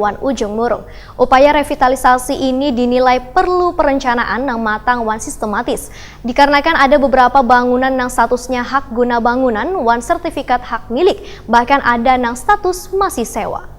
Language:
Banjar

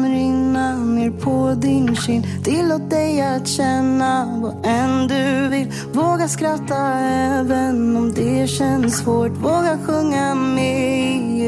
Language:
Swedish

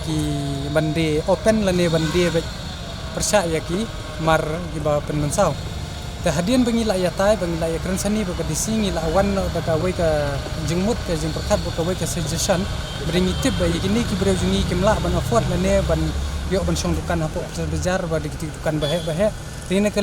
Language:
Khasi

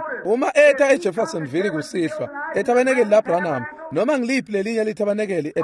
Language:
Swati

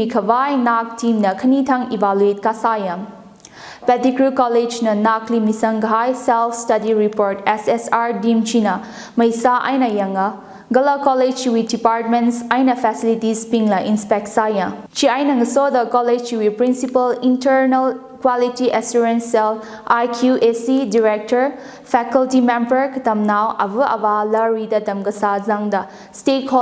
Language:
Tangkhul Naga (India)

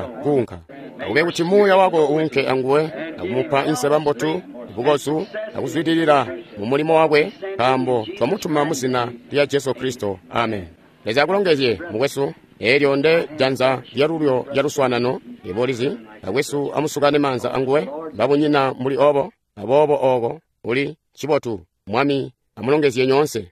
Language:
Tonga (Zambia)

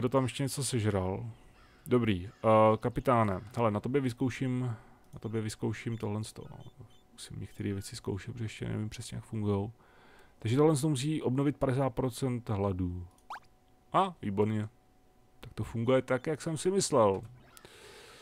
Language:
Czech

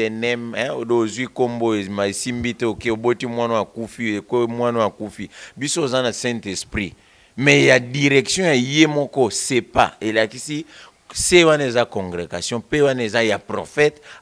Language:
Lingala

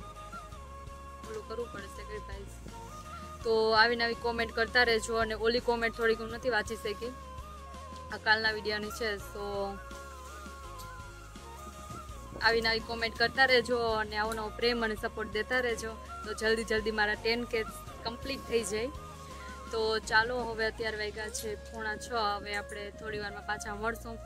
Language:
Gujarati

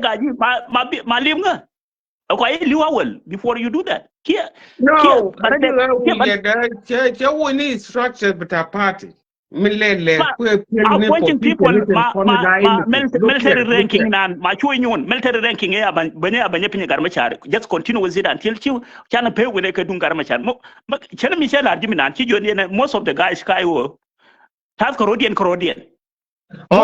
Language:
Nuer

